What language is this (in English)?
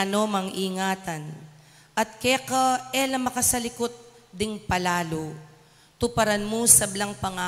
Pampanga